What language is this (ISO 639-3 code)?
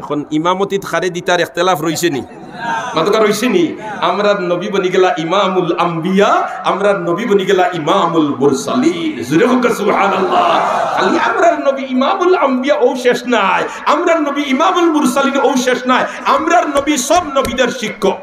syl